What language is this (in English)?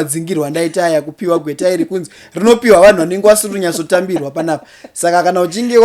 Shona